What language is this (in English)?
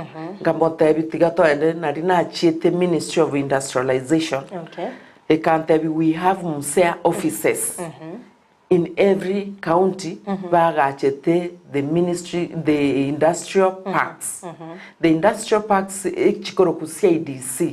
Gusii